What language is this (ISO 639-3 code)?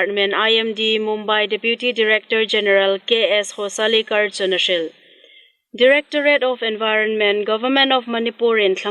hmr